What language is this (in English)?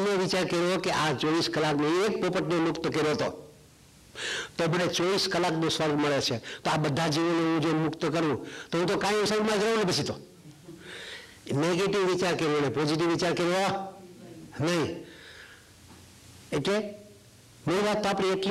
Gujarati